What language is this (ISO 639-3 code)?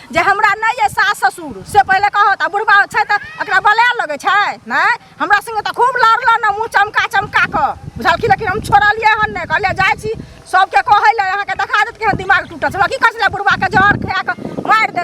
mai